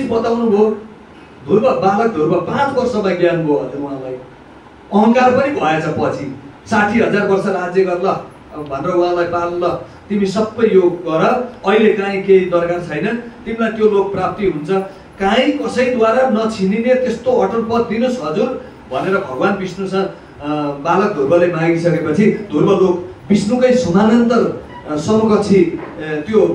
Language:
Nepali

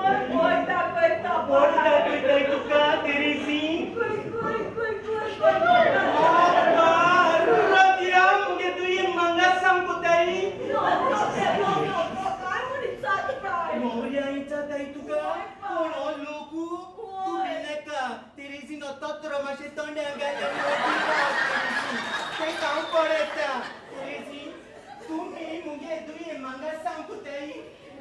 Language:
Konkani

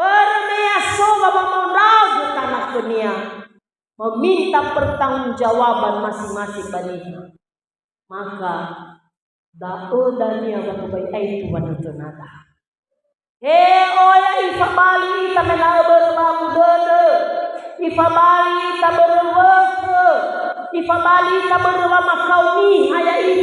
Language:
Nias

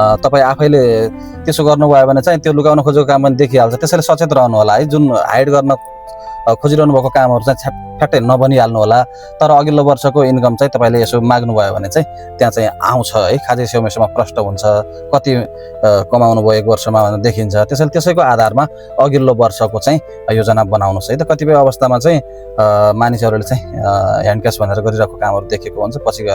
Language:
Nepali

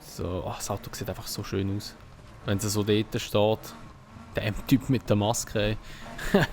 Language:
Swiss German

